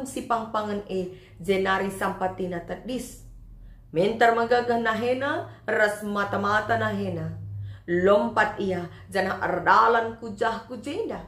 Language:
Batak Karo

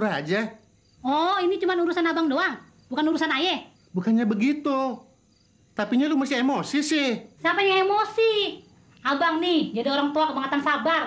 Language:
Betawi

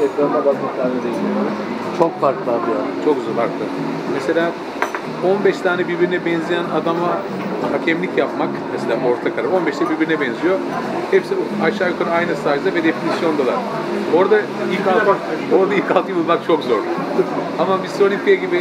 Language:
Turkish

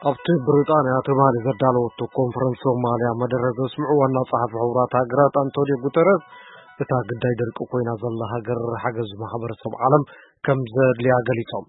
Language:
Tigrinya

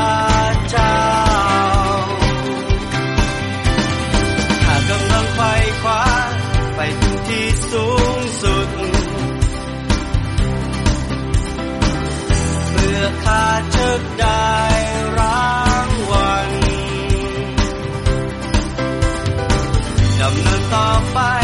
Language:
Thai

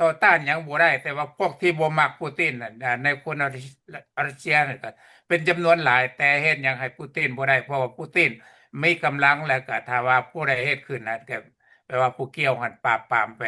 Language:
Lao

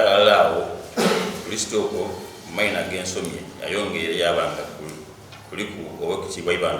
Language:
Soga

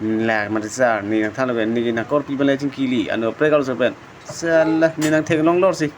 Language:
Karbi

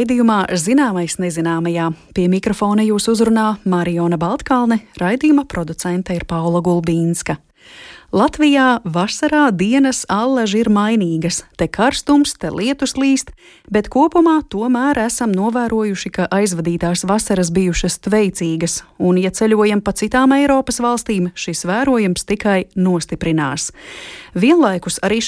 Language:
Latvian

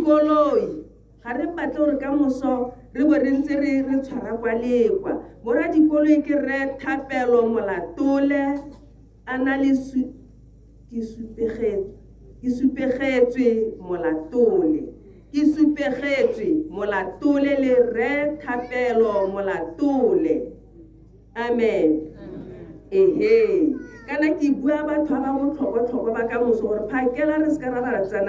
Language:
Tswana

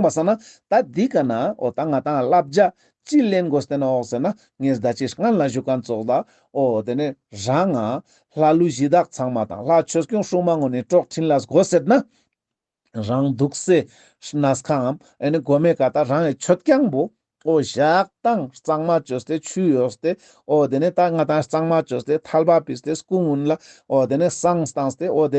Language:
Ladakhi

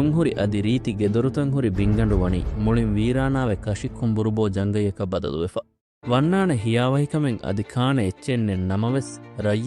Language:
Divehi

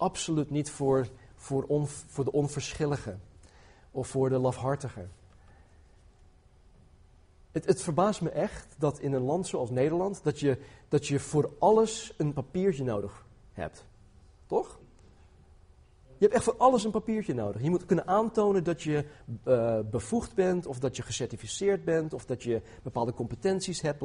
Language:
Dutch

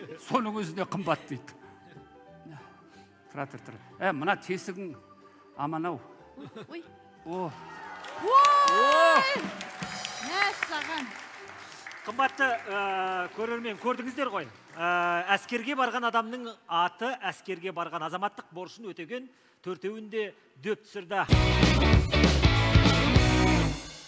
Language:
Kazakh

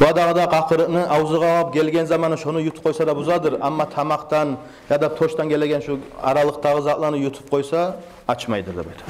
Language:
Kumyk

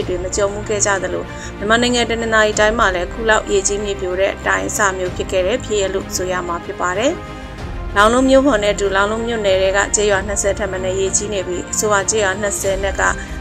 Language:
Burmese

